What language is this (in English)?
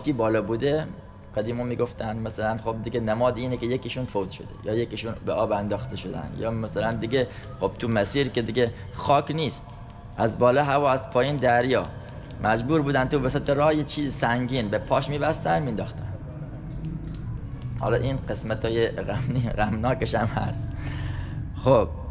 Persian